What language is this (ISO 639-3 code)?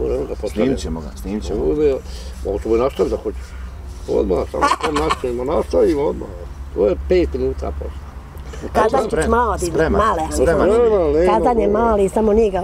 bos